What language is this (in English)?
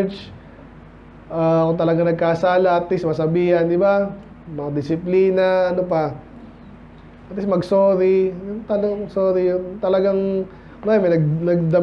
Filipino